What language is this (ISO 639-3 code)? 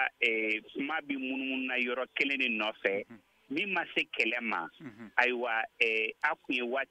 bam